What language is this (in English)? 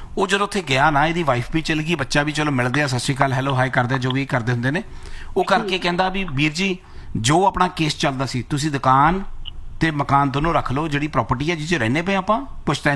Punjabi